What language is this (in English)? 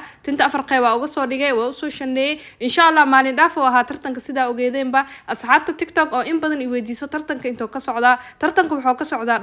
Somali